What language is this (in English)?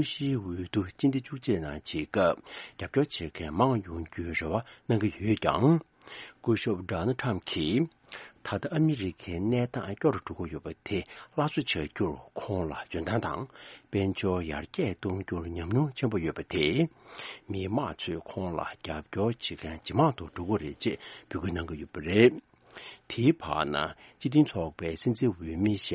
Tibetan